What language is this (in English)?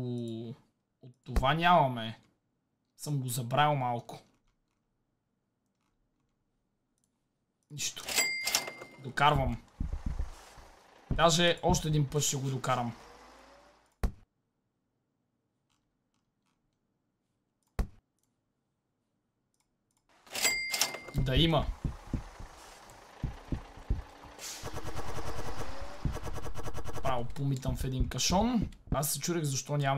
Bulgarian